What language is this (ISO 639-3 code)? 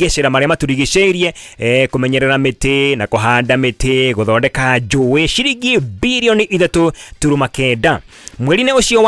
kik